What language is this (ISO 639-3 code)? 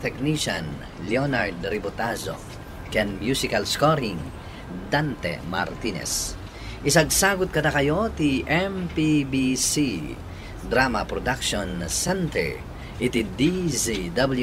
ilo